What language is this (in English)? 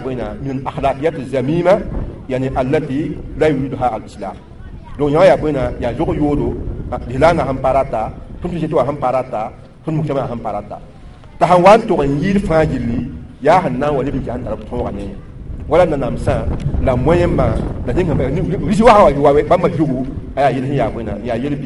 Mossi